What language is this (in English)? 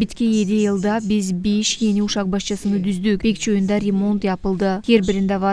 Gagauz